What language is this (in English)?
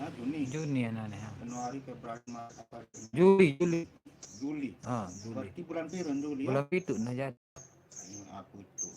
Sasak